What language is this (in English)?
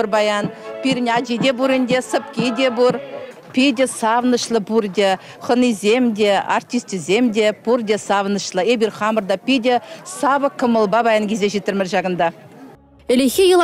Chuvash